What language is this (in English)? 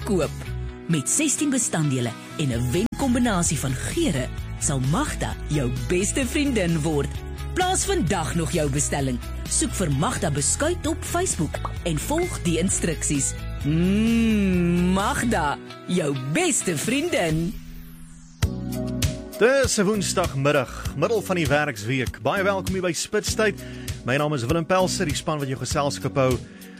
Afrikaans